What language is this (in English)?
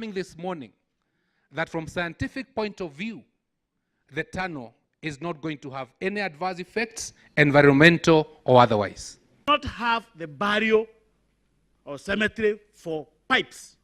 Kamba